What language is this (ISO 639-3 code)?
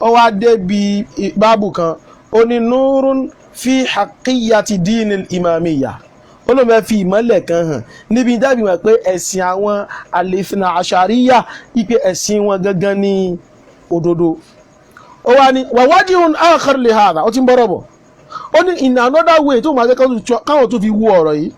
yor